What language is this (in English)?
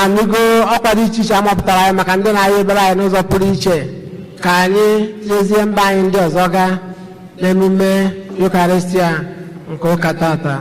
Igbo